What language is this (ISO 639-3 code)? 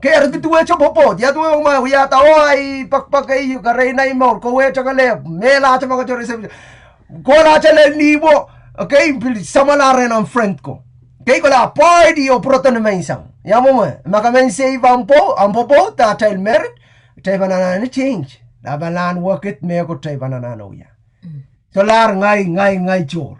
pon